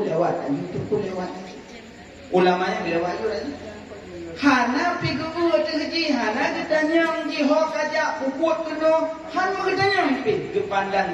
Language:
Achinese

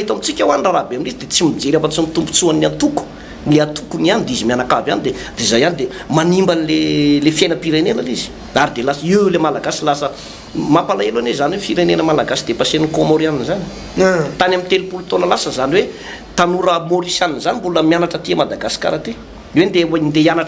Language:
Malagasy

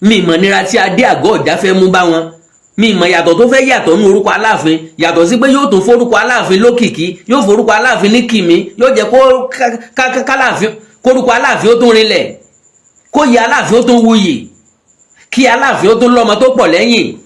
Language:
Yoruba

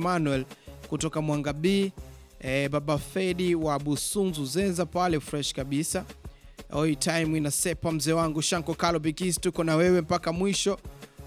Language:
Swahili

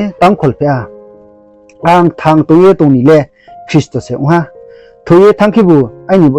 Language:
Riang (India)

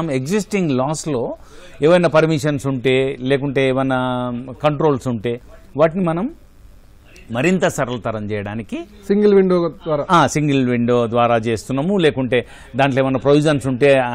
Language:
Telugu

